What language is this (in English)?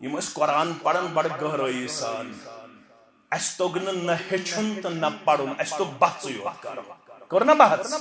Kashmiri